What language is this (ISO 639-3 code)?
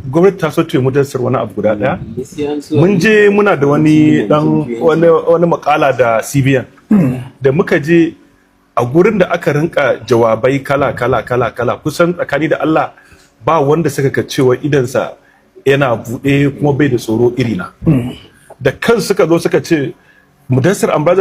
hau